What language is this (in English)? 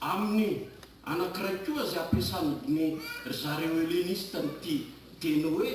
Malagasy